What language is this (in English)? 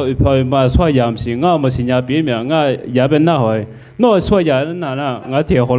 Akha